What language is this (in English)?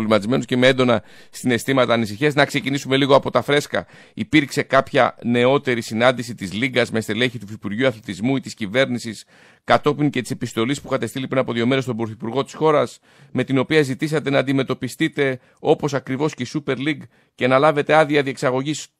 Greek